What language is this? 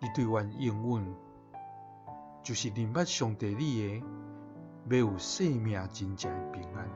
Min Nan Chinese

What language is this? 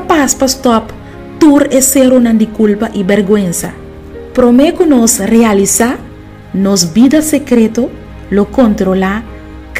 Papiamento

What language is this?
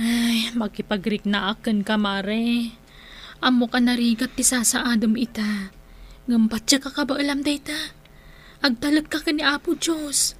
Iloko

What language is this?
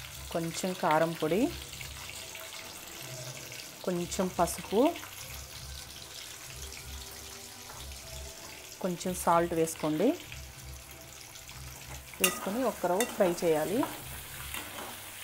Telugu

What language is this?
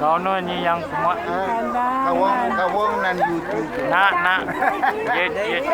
Pohnpeian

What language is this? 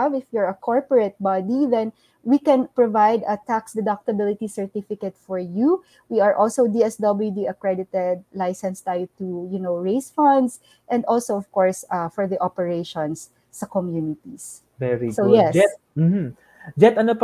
Filipino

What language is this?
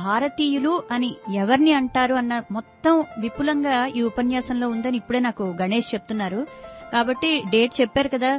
Telugu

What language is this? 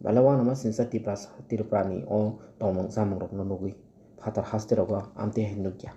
Kok Borok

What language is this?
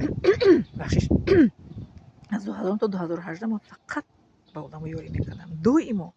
Tajik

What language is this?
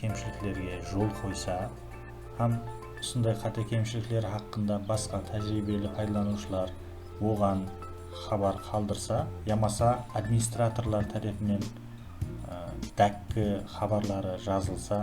Kara-Kalpak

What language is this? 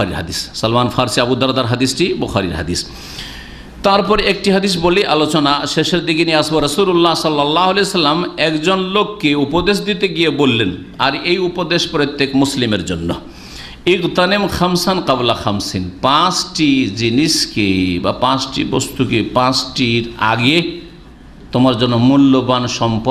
Bangla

